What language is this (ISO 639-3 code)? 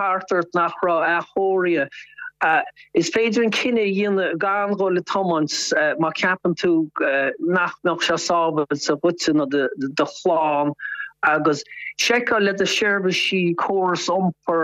gle